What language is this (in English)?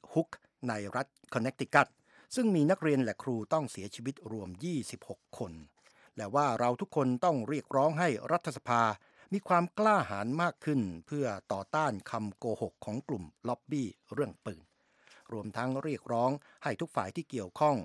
Thai